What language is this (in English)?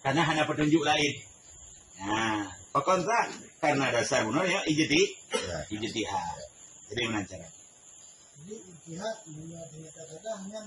Achinese